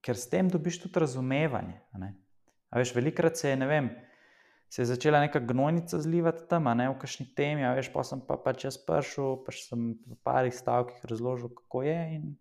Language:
Slovenian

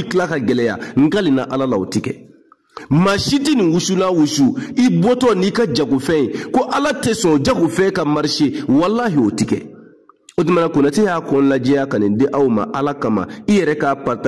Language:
Bambara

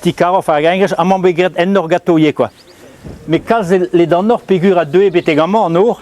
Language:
Breton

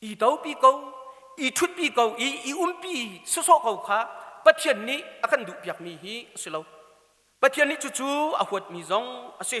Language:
Hakha Chin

